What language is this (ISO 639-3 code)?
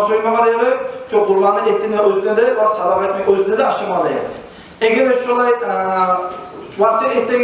kum